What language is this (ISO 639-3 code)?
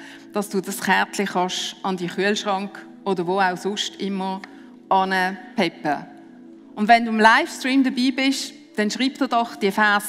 gsw